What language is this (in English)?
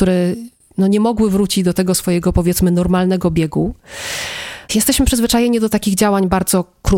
Polish